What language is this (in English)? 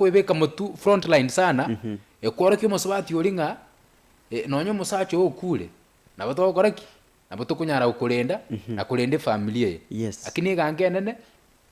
Gusii